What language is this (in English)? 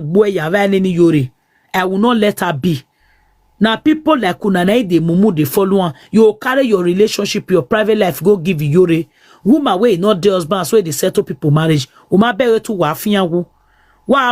Nigerian Pidgin